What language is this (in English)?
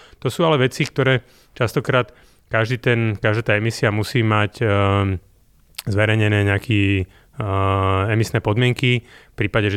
Slovak